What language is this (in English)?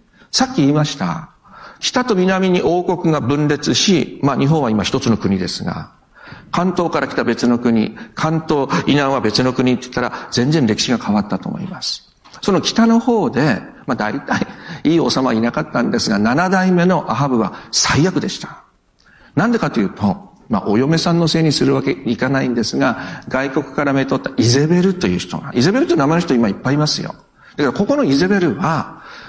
Japanese